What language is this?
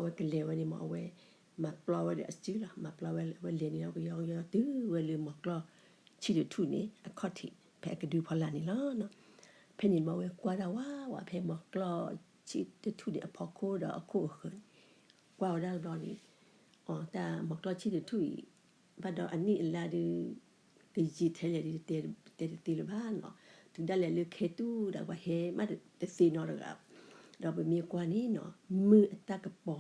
S'gaw Karen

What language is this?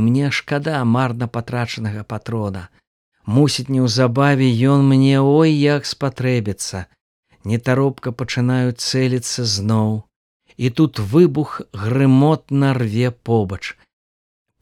Belarusian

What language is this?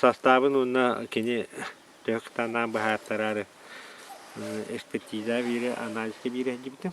Yakut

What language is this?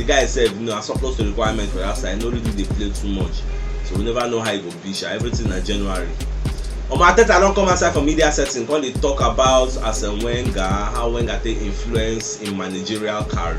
Nigerian Pidgin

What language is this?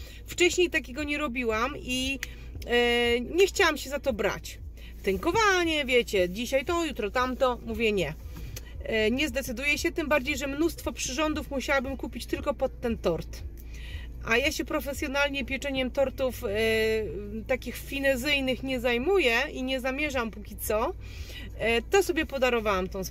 Polish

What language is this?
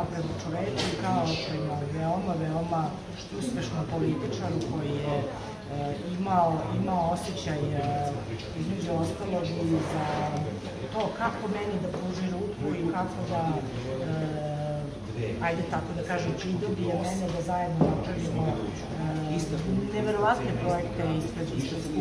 Serbian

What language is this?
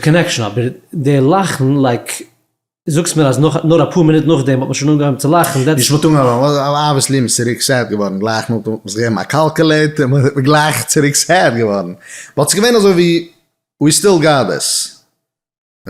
Yiddish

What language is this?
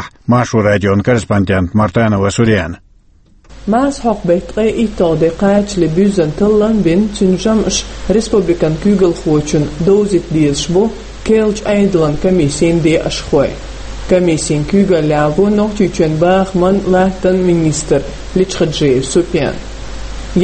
Chechen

